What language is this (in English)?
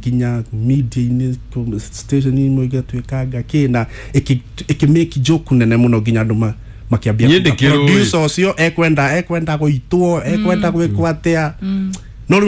Kikuyu